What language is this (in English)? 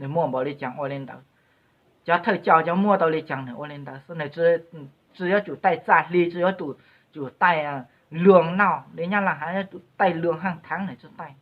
Hmong